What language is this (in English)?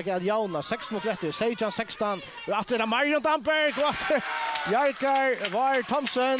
Faroese